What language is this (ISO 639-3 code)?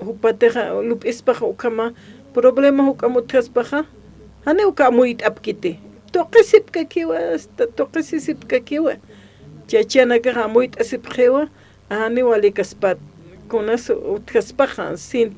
aym